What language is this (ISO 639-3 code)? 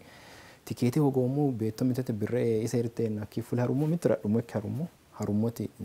sid